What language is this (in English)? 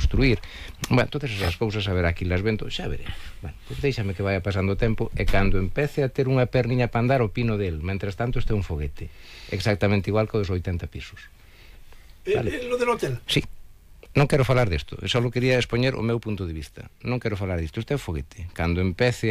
Galician